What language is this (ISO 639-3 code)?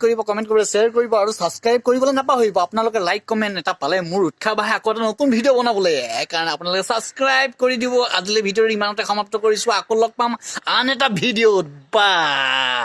asm